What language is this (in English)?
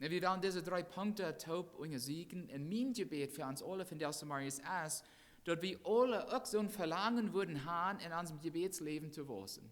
Plautdietsch